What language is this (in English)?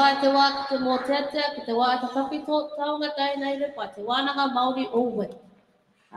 Māori